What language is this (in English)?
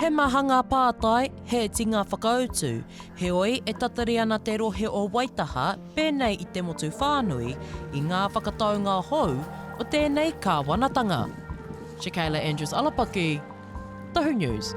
Māori